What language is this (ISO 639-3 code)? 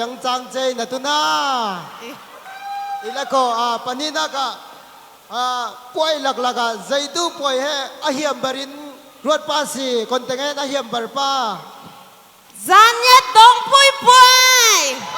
cfm